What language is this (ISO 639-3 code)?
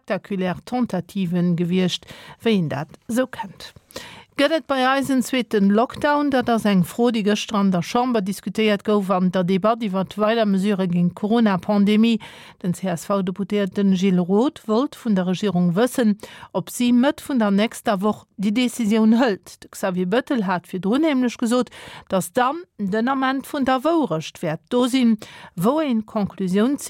ltz